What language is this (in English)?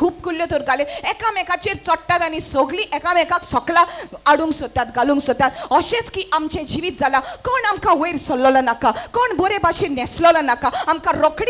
Konkani